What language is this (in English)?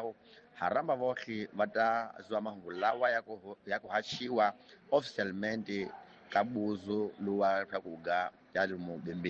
Tsonga